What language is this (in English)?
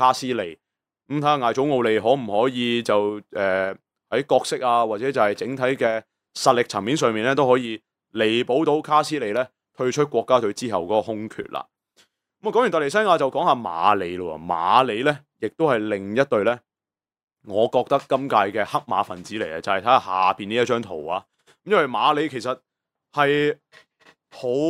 Cantonese